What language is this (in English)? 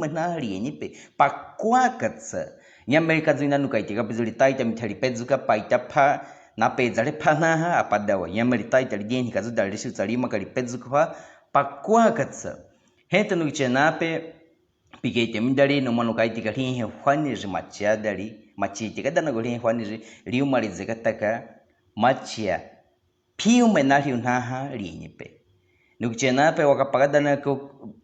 Baniwa